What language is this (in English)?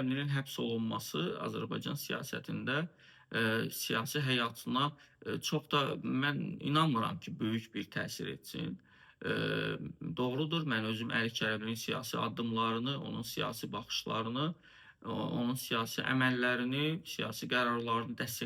Azerbaijani